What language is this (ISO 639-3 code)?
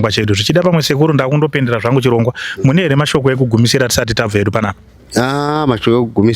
sna